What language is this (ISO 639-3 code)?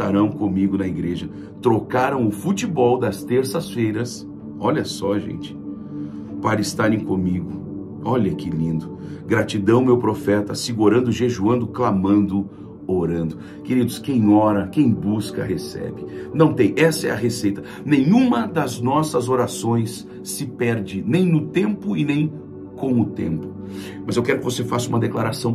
por